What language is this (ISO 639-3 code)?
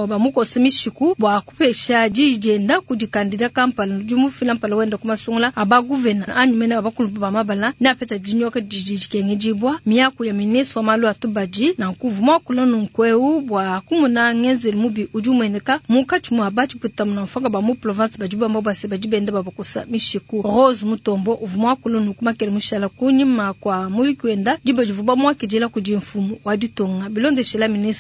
lua